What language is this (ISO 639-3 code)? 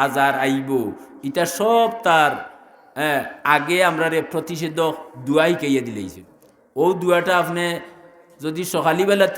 syl